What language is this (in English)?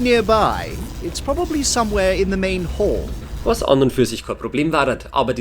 Bavarian